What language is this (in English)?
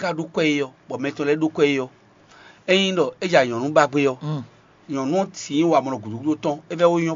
Fon